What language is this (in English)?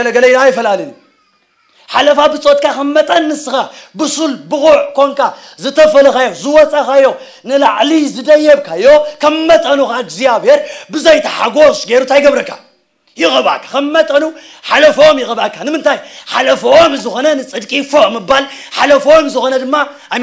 Tigrinya